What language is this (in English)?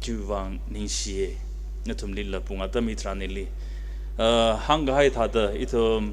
Tangkhul Naga (India)